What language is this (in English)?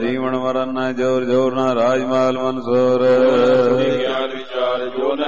Punjabi